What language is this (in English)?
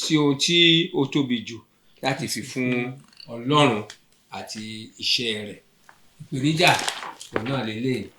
Yoruba